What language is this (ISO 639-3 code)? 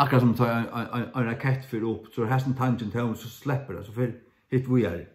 fao